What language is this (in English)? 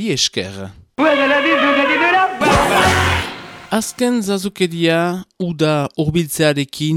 Basque